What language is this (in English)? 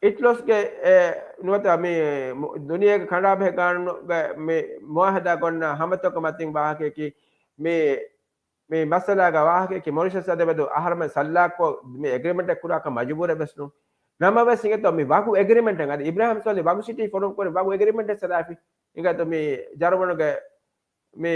Divehi